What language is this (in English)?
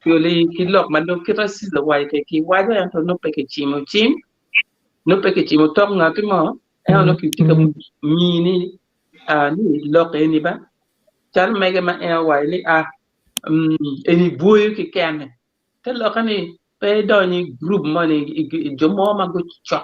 Acoli